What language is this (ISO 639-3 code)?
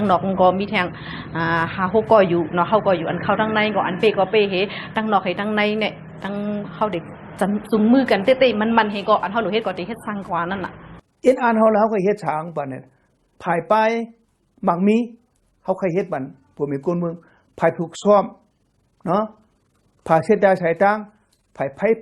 shn